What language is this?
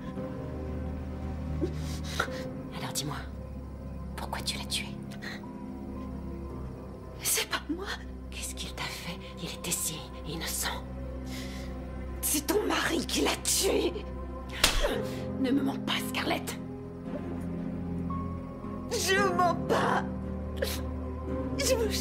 French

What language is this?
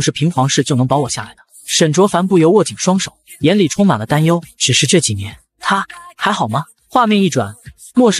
Chinese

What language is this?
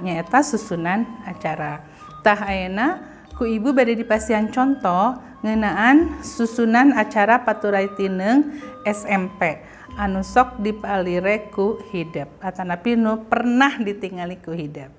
Sundanese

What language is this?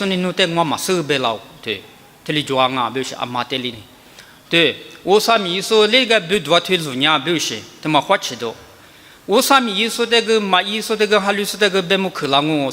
Lisu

